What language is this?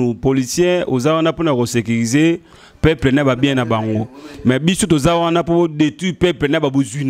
Lingala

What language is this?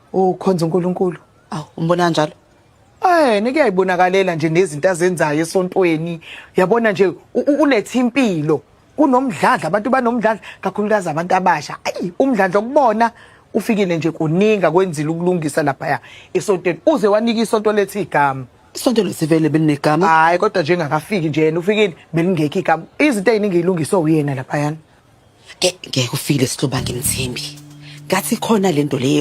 Zulu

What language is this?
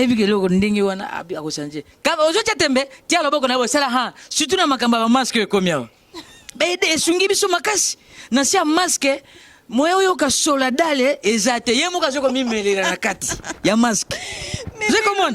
Lingala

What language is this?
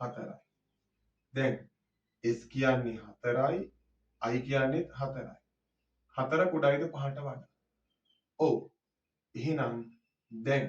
Sinhala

